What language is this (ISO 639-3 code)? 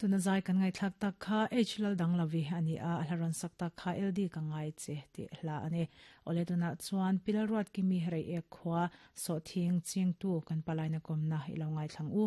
lus